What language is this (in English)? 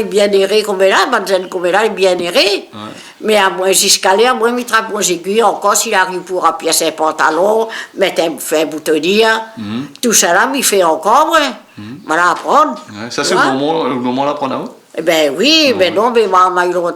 Réunion Creole French